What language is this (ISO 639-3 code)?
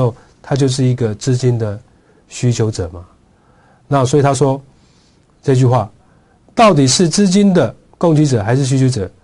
zho